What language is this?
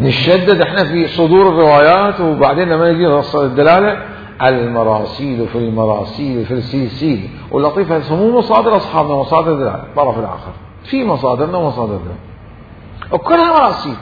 Mesopotamian Arabic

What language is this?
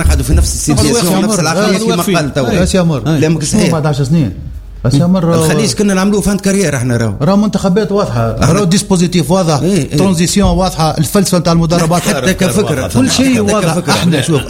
Tunisian Arabic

